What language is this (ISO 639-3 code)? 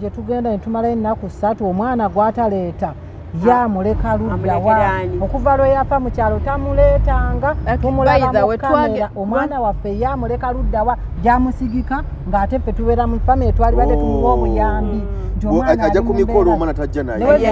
lug